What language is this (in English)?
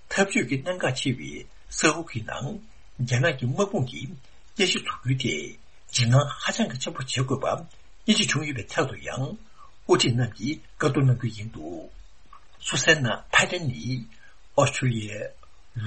Tibetan